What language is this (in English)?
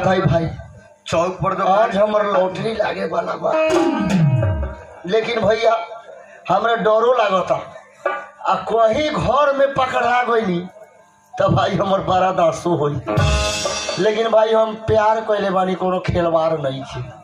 Bhojpuri